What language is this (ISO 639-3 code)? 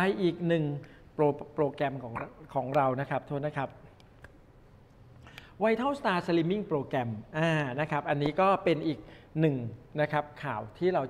tha